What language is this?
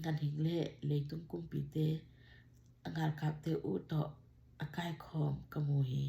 Tedim Chin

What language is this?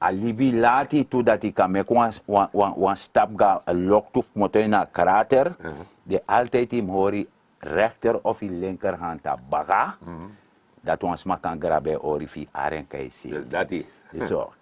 Sranan Tongo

